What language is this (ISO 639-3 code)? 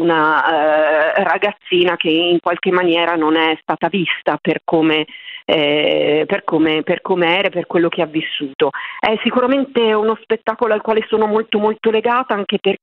ita